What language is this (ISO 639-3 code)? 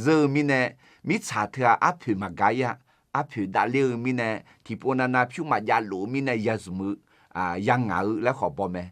ahk